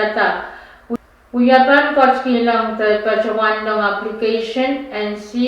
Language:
Pohnpeian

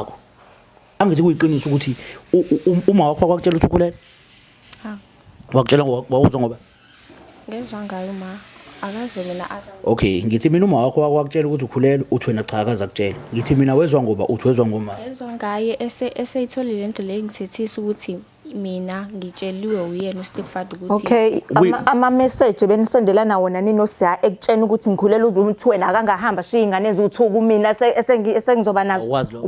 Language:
Zulu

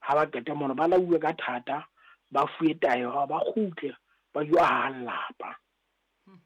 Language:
Southern Sotho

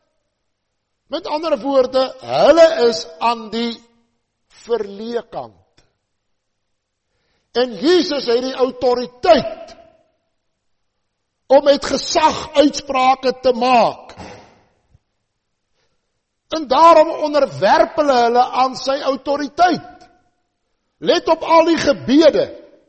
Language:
Afrikaans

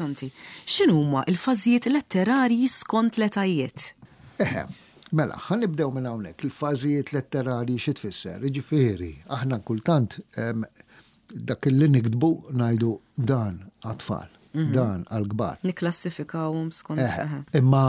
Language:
Maltese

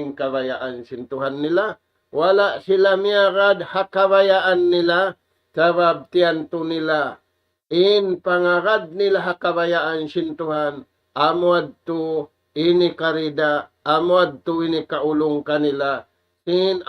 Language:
Tausug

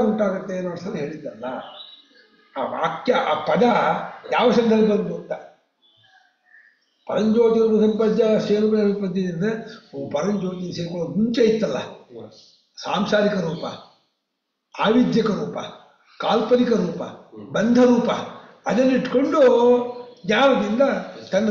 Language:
Kannada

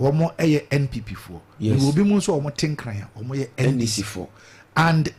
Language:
Akan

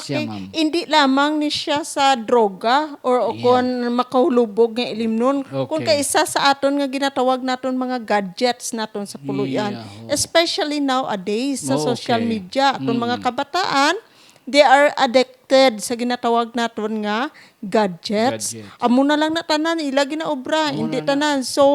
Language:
Hiligaynon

